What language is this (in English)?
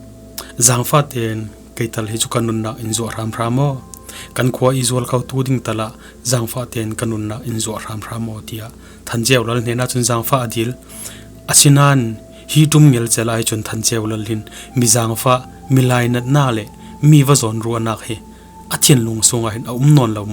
Falam Chin